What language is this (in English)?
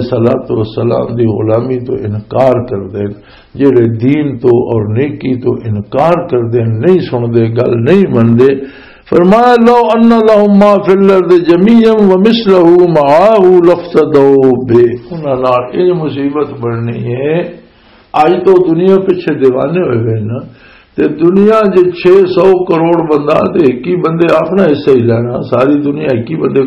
Western Panjabi